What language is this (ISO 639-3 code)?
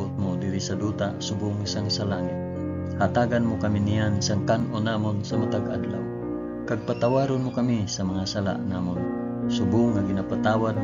hil